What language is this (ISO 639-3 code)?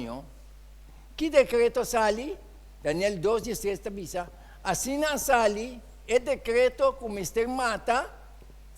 pap